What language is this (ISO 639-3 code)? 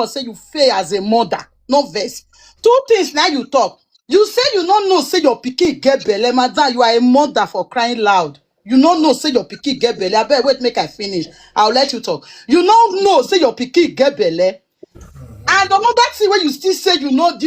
pcm